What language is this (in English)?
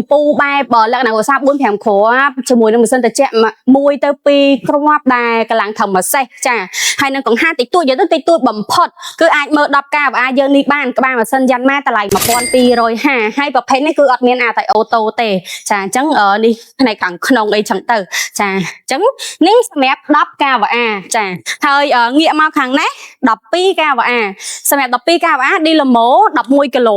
Khmer